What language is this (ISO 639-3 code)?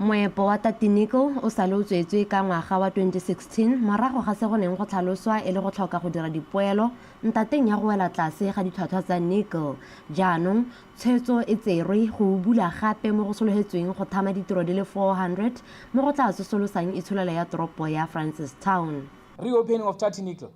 tsn